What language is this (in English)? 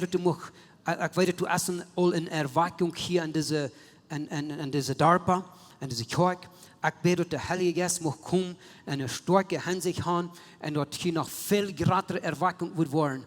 Plautdietsch